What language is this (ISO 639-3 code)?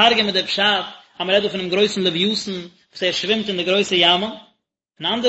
yid